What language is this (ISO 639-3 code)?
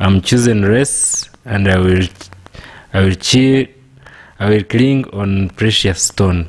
nyn